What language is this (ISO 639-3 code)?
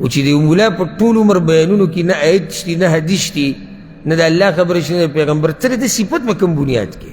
pus